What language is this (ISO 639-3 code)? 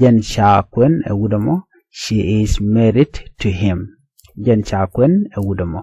nus